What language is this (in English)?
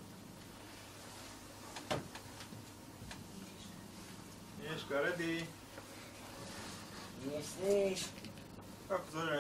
Slovak